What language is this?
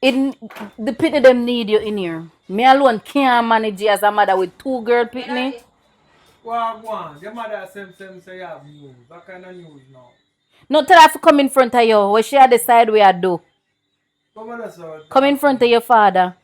Jamaican Creole English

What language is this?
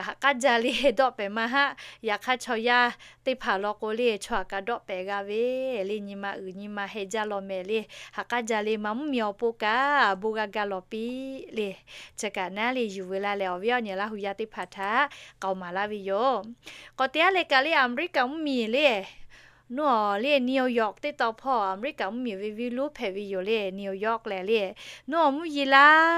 Lahu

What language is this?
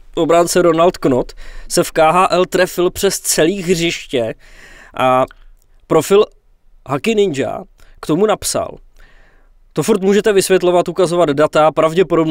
Czech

